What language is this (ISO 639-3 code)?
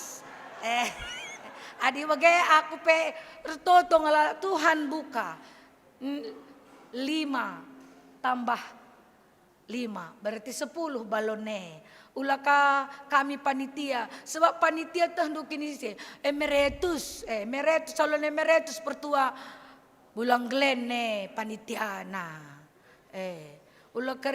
btx